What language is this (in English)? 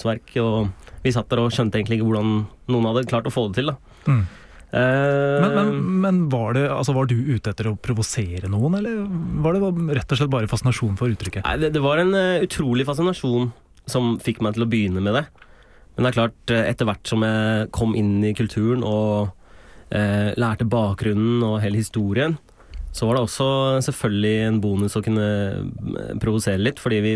Norwegian